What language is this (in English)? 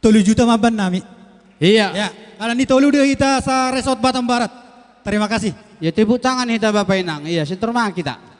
Batak Simalungun